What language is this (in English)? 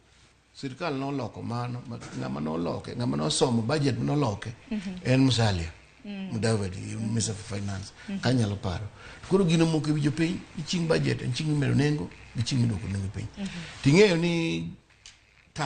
Luo (Kenya and Tanzania)